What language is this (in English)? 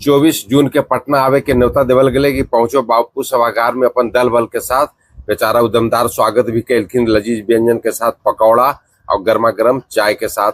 Magahi